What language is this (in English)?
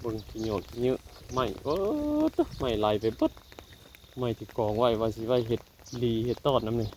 Northeastern Thai